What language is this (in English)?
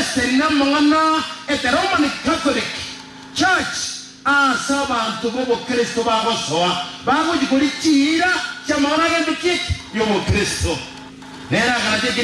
Gusii